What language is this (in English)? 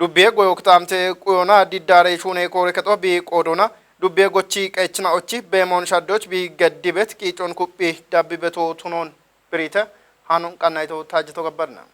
Kafa